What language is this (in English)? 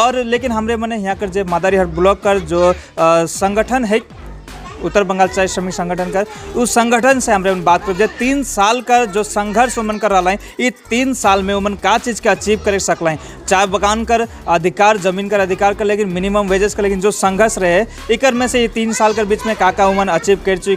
Sadri